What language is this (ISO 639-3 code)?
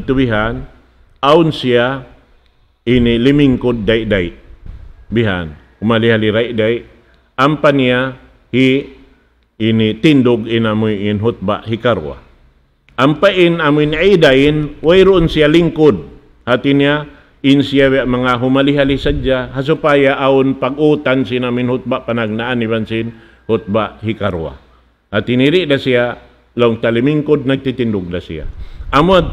tsg